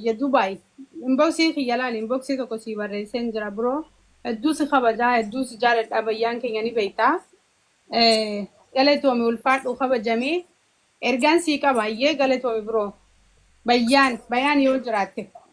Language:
Oromo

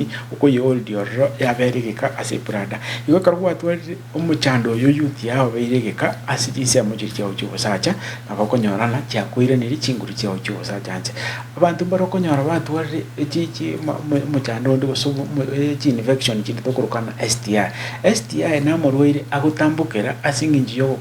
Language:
Gusii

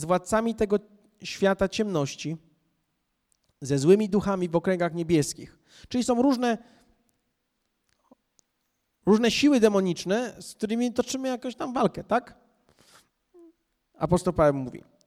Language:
Polish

